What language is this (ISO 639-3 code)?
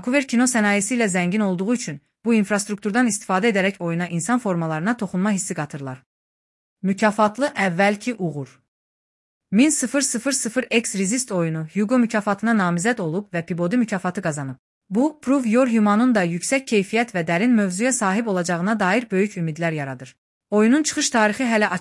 aze